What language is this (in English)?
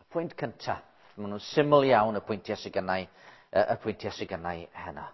Welsh